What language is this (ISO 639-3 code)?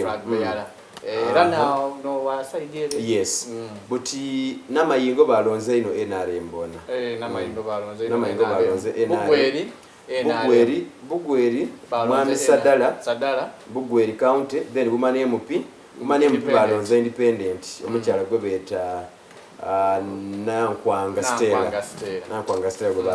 xog